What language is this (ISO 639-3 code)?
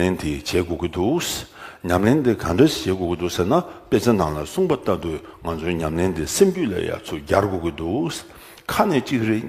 bod